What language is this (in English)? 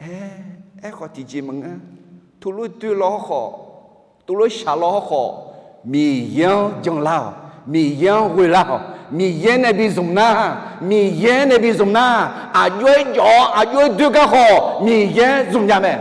Akha